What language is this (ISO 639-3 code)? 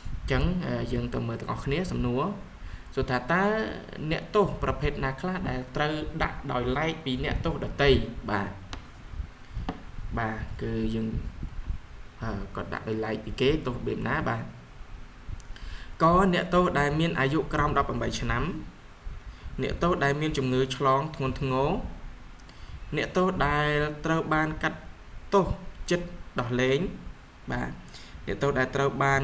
khm